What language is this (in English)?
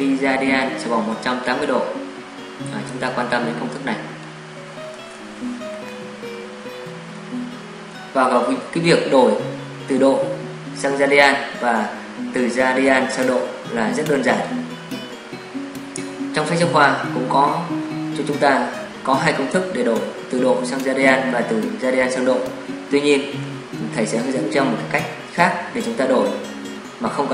Vietnamese